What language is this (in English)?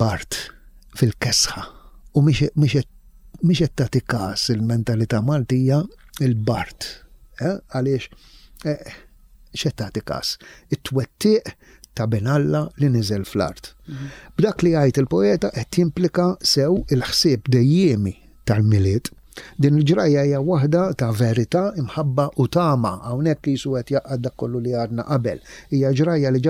Maltese